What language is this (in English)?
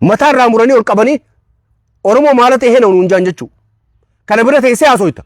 Oromo